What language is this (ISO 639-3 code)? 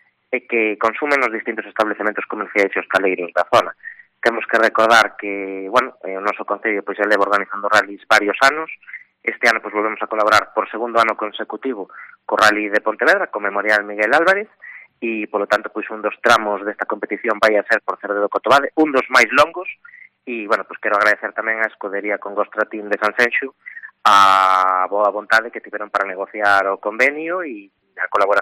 glg